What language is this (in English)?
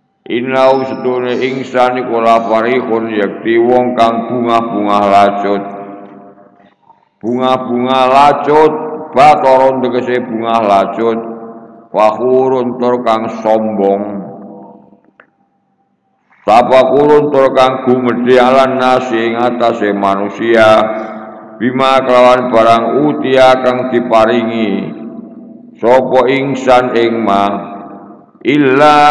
Javanese